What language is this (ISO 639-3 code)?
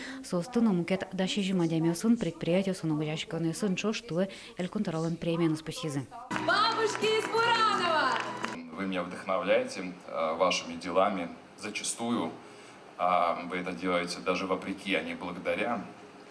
udm